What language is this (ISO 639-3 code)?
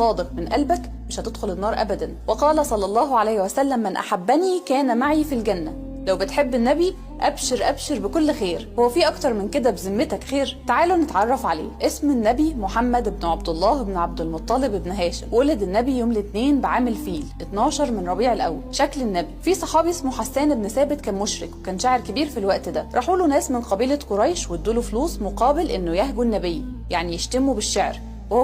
arz